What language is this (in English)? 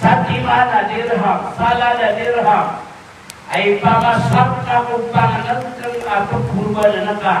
Maranao